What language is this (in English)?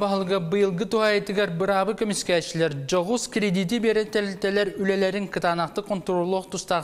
Yakut